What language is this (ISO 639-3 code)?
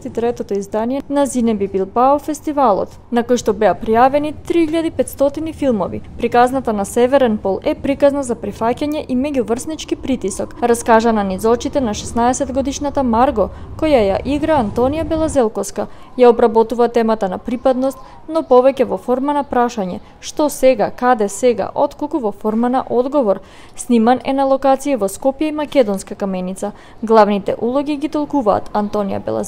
mkd